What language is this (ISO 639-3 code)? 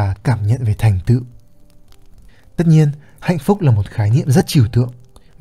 vie